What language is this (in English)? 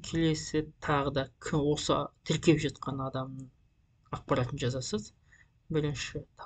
Kazakh